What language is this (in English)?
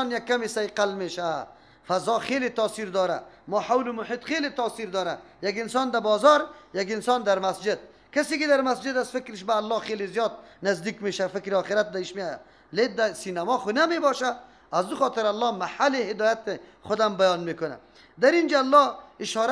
Persian